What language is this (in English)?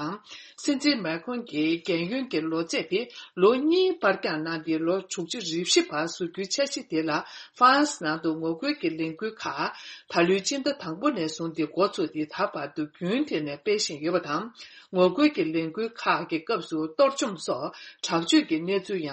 Tibetan